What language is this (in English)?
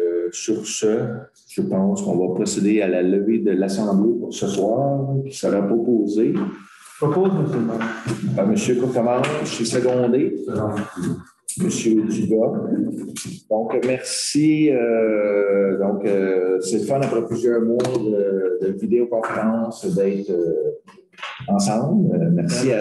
French